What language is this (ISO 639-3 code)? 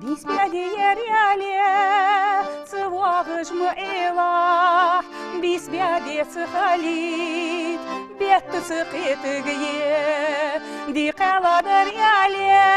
inh